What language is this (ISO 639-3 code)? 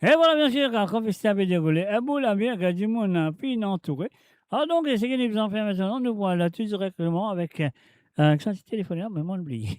mfe